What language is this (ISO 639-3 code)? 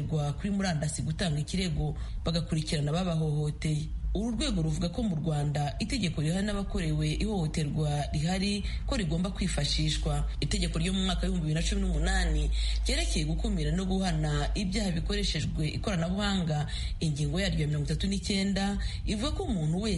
kin